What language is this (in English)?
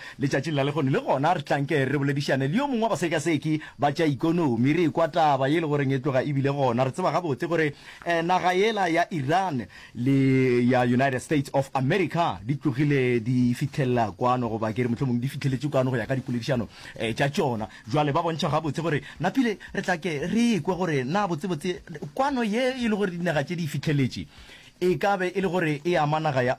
Northern Sotho